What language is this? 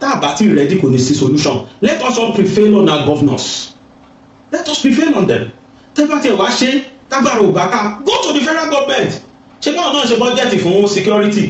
Yoruba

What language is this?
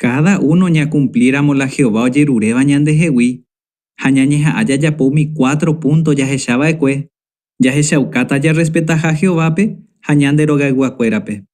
Guarani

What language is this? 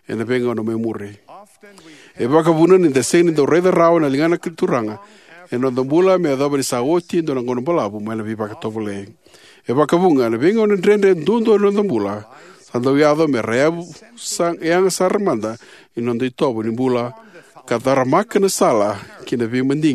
Fijian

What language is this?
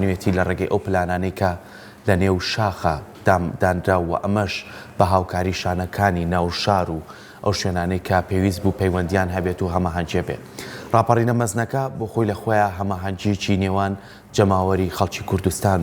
Central Kurdish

